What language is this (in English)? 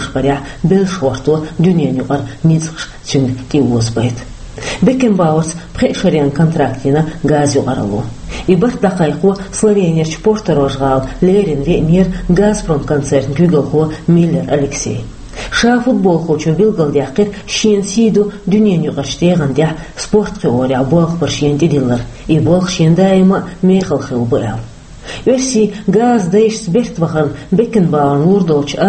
Chechen